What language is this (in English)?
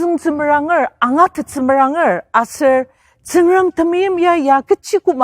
Ao Naga